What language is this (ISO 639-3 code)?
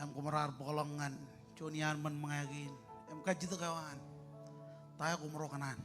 mah